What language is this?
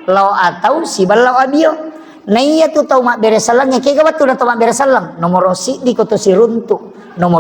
Buginese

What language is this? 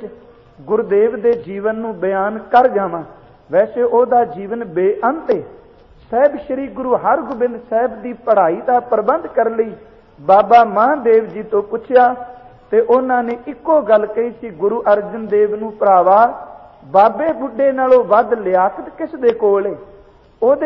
Punjabi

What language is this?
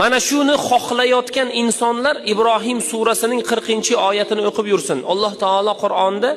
Uzbek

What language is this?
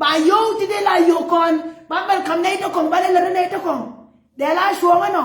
Nuer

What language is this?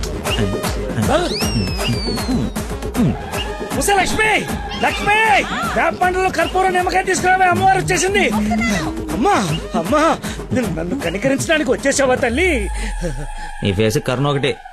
Telugu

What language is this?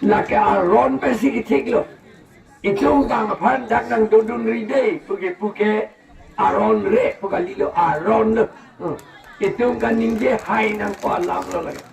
Karbi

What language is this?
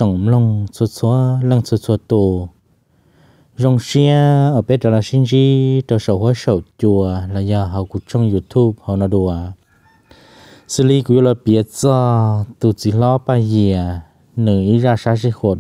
Vietnamese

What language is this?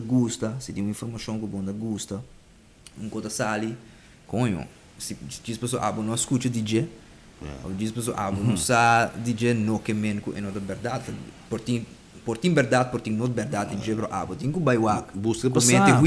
Papiamento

